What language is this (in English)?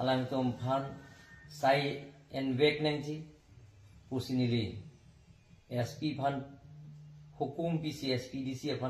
Karbi